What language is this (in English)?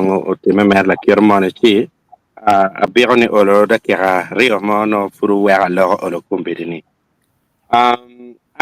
Acoli